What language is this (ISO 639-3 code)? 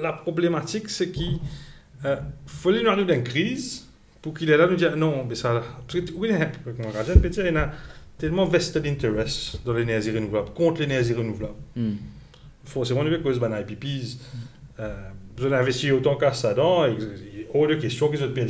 mfe